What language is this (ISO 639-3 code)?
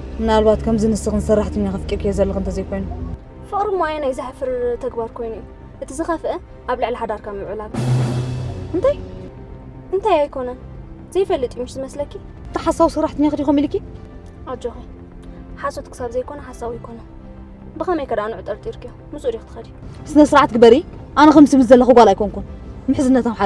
tir